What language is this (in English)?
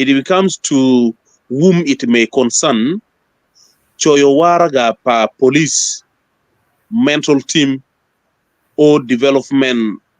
Acoli